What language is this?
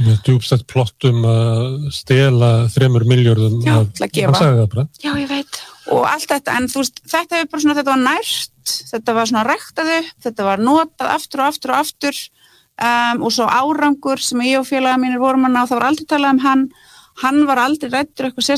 Icelandic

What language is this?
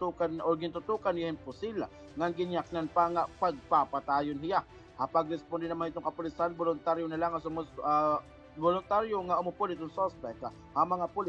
Waray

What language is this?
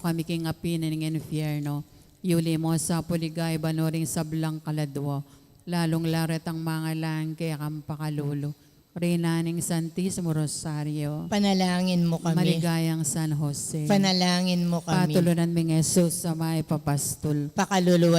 Pampanga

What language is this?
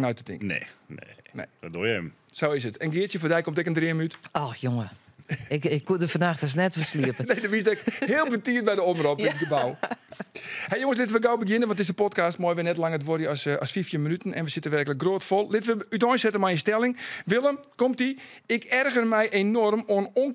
Western Frisian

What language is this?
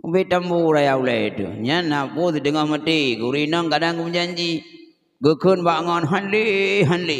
Achinese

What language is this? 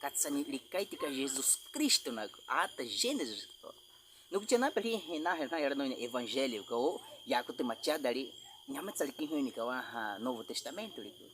Baniwa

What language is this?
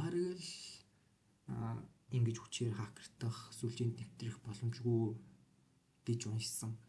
Mongolian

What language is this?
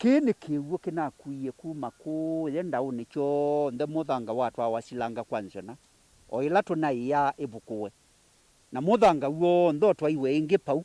Kamba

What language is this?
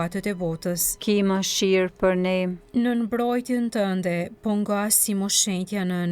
Albanian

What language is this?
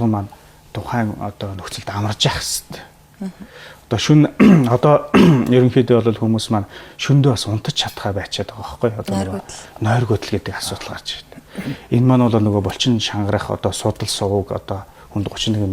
Mongolian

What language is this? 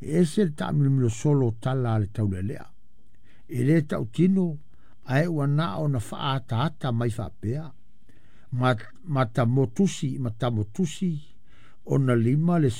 Samoan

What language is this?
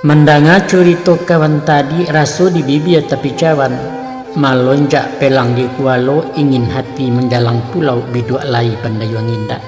Minangkabau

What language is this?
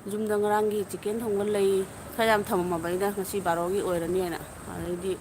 Manipuri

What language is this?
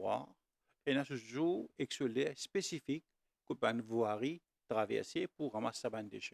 Morisyen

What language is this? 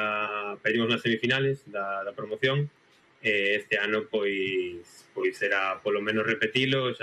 Galician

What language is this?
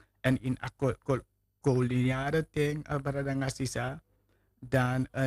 Sranan Tongo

